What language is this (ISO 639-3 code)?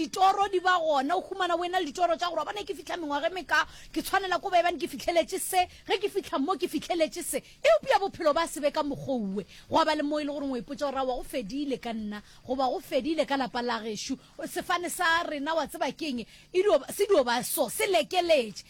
nso